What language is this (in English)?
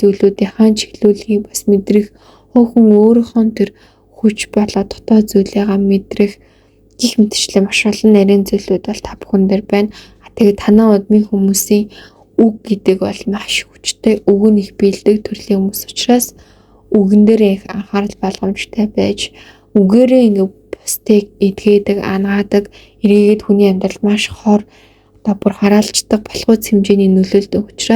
Mongolian